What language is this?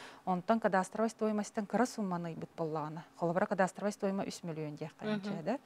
Yakut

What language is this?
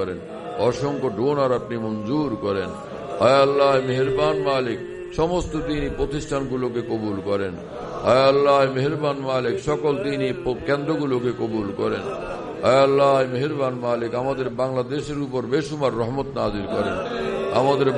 Bangla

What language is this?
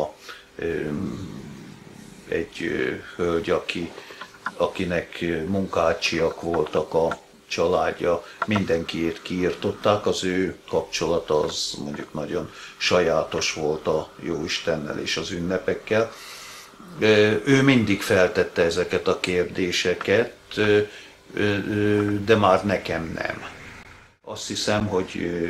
Hungarian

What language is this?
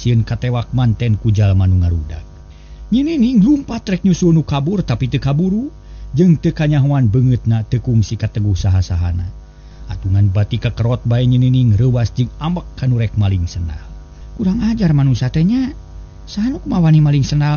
Sundanese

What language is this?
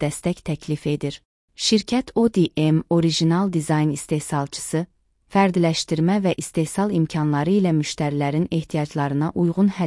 Azerbaijani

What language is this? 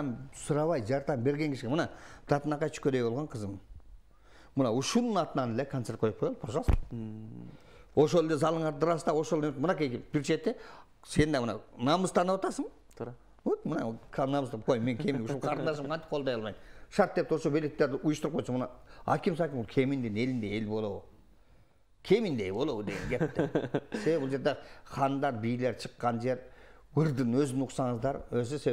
Kyrgyz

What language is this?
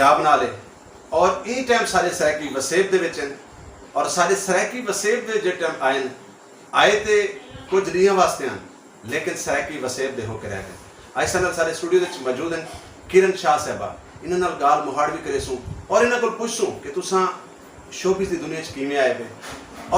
Saraiki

